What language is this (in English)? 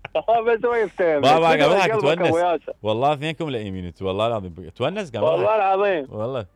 Mesopotamian Arabic